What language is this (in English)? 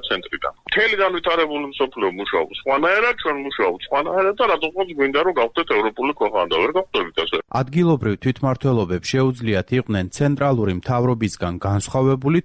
Georgian